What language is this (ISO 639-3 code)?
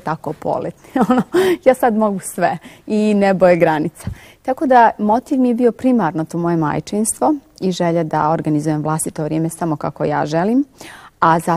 bos